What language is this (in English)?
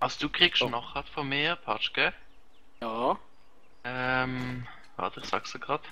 Swiss German